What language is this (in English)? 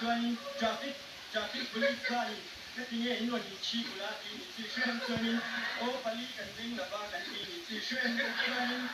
Mizo